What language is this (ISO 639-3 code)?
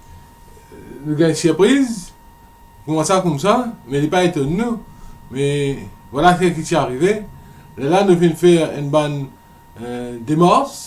mfe